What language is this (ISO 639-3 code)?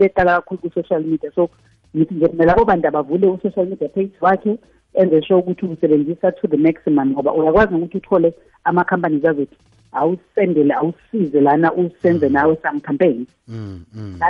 nbl